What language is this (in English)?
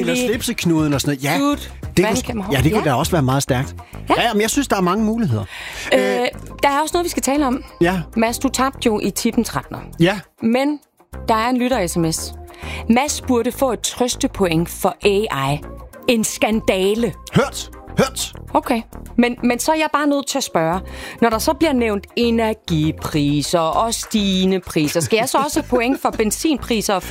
Danish